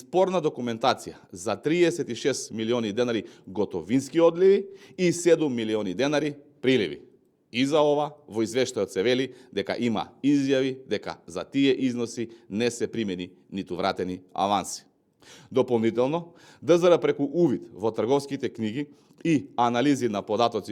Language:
Macedonian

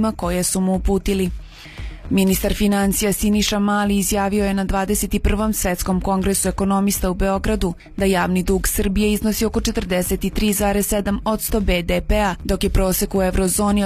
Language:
Serbian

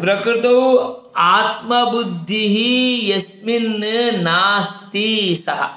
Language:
Sanskrit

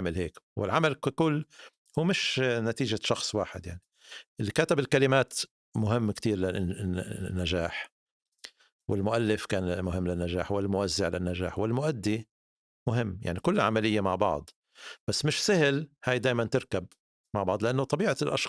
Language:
North Levantine Arabic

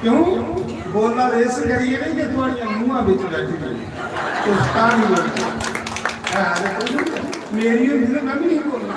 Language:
Dogri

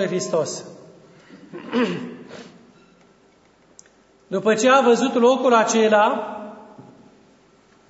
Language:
Romanian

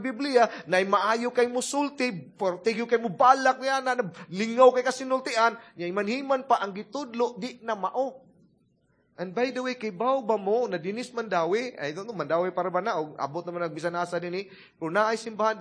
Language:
Cebuano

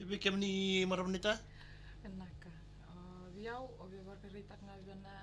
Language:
Fijian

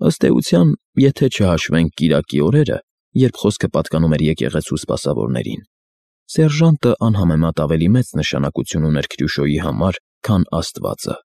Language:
Armenian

